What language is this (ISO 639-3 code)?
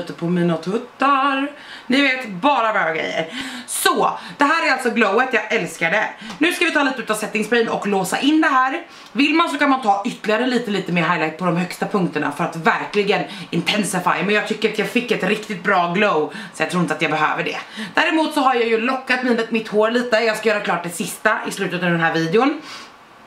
swe